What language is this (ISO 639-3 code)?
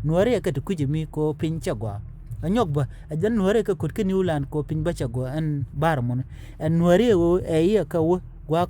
nus